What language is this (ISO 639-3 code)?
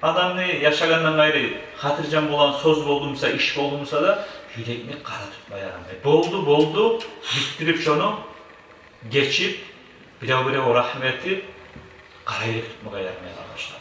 kum